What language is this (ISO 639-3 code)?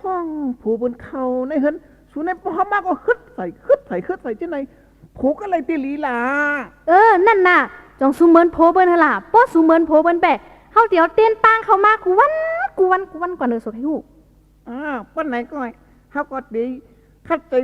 shn